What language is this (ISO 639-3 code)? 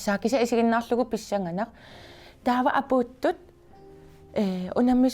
kal